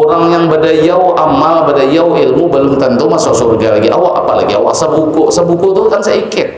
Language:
Banjar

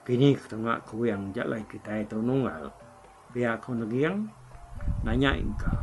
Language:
Iban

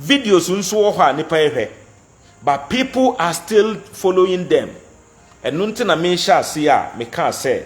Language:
Akan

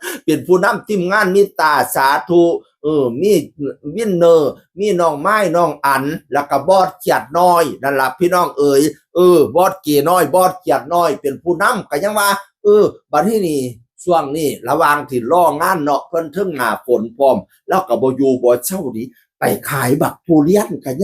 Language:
Northeastern Thai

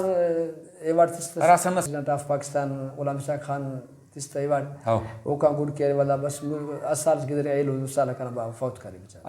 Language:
Brahui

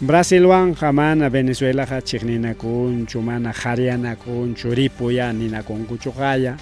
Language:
Ayacucho Quechua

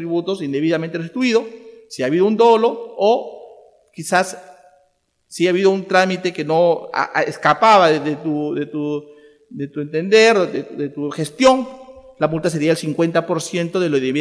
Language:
Spanish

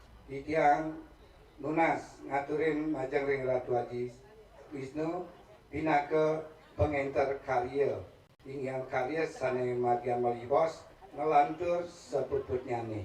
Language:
Balinese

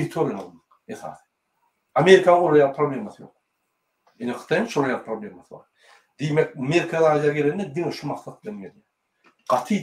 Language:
Turkmen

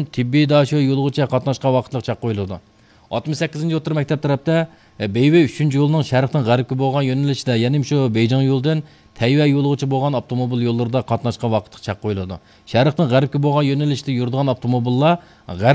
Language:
Uyghur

